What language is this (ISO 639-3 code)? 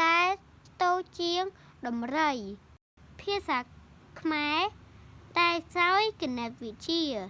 khm